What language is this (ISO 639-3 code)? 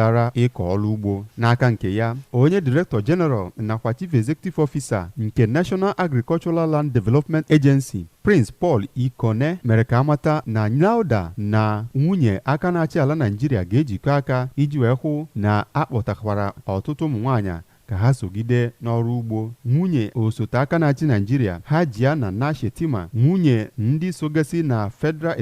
ibo